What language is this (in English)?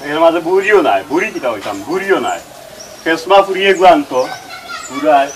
Sylheti